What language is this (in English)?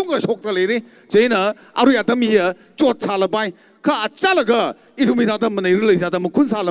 Tangkhul Naga (India)